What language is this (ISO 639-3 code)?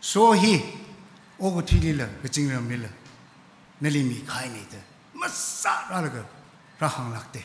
nmf